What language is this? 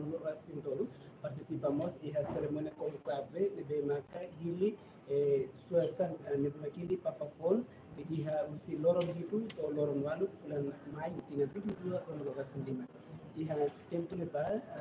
Tetum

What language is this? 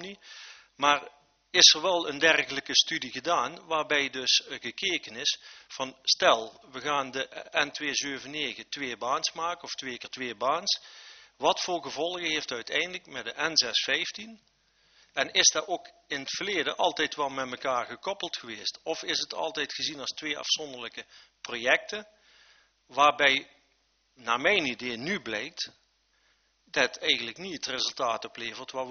Dutch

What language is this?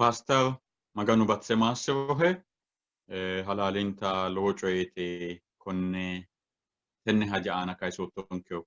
Sidamo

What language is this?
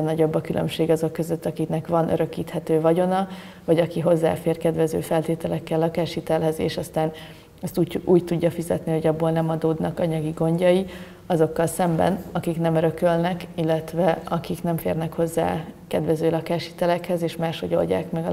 Hungarian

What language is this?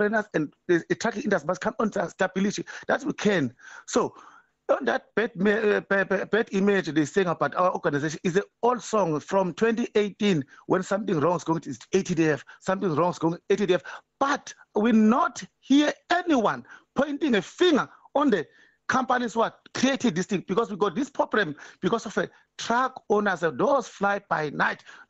English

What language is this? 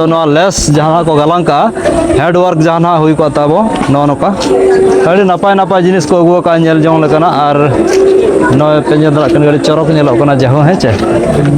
Santali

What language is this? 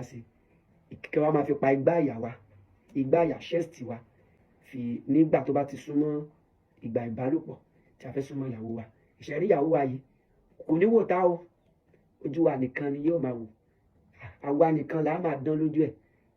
Yoruba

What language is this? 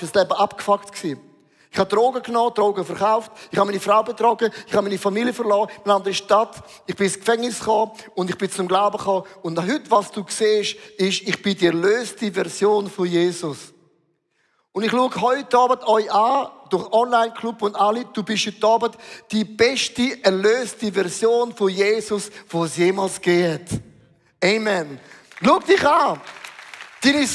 Swiss German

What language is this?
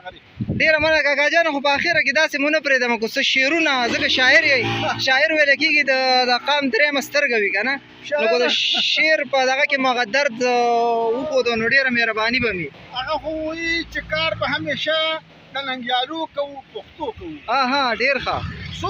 Pashto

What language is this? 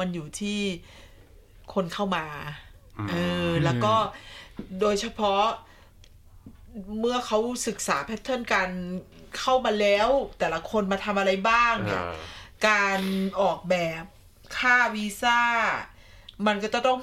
Thai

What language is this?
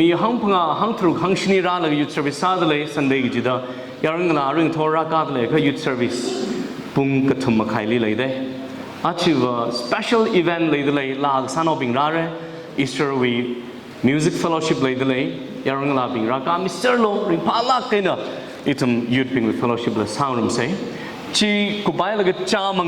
Tangkhul Naga (India)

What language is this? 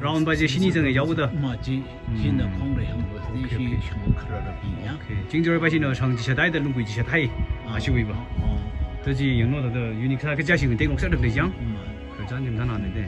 Tangkhul Naga (India)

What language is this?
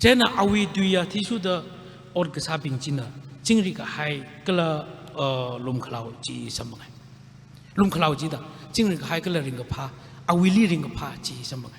Tangkhul Naga (India)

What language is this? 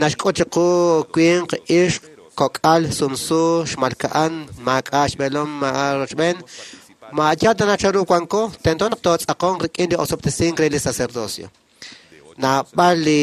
Kekchí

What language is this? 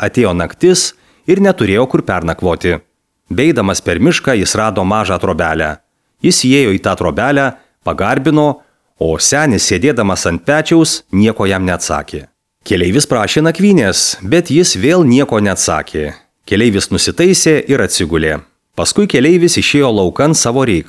Lithuanian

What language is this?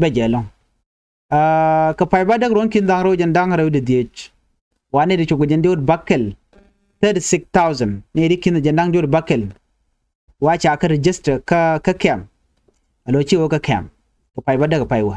Nuer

